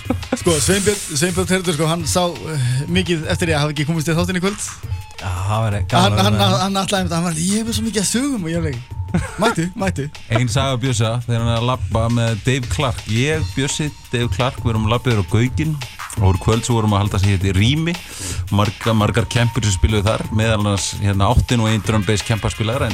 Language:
Icelandic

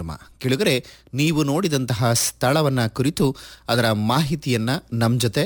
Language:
Kannada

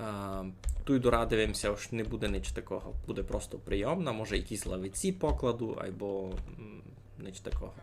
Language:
Rusyn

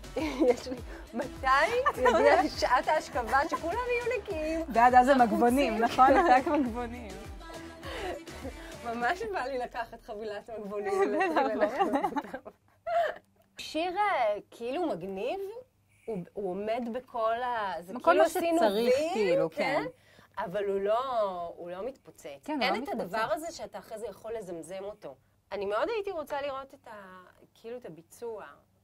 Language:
Hebrew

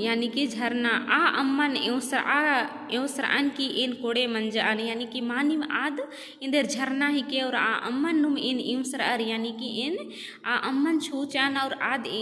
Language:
Kurukh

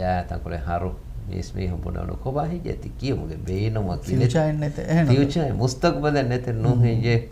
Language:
Divehi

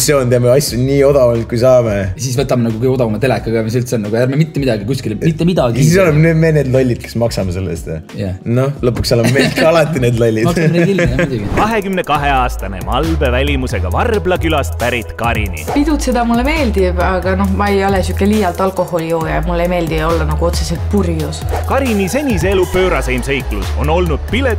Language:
Estonian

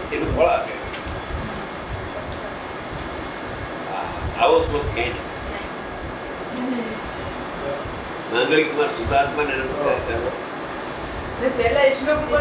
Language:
Gujarati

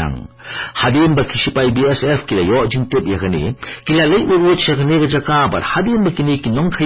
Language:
Khasi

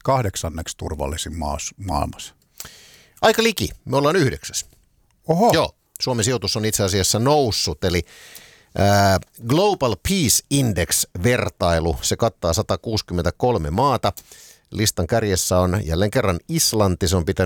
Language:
Finnish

